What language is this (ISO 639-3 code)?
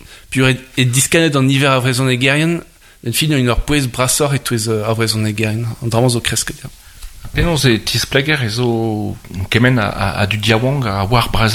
bre